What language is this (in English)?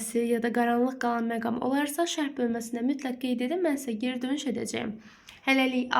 Azerbaijani